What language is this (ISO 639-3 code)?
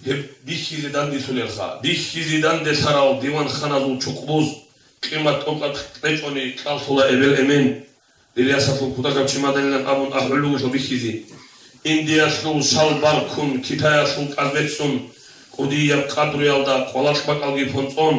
ava